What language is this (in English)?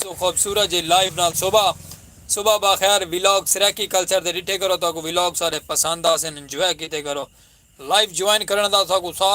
Saraiki